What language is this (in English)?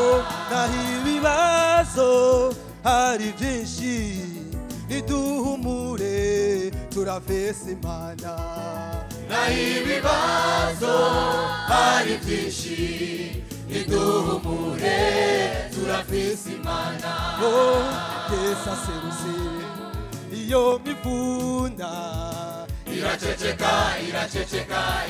Rundi